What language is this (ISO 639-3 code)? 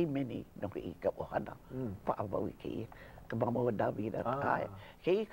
haw